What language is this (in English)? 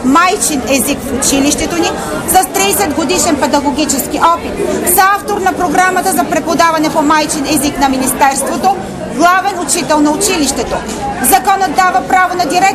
Bulgarian